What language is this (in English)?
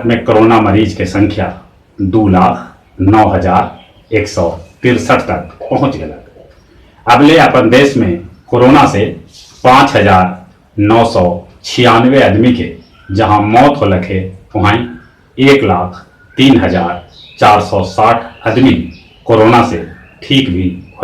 Magahi